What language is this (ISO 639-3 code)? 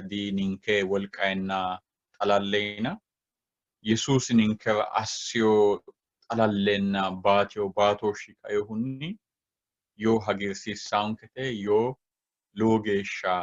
sid